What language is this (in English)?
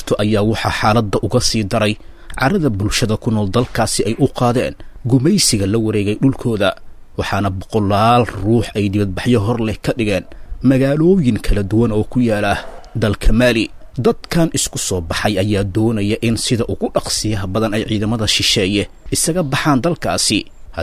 Somali